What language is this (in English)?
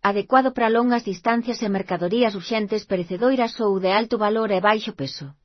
Galician